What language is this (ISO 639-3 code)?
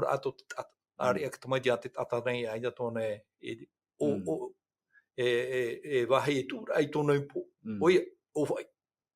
tah